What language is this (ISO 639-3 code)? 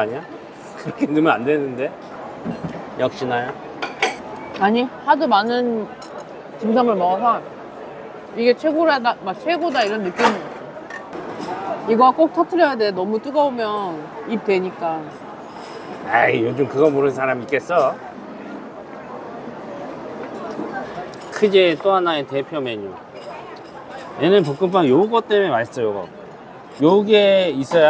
kor